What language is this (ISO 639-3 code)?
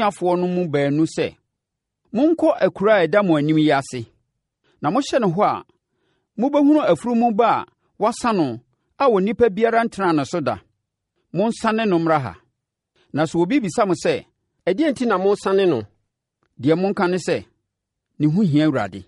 aka